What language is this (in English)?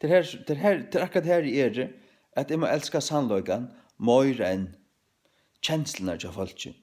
Faroese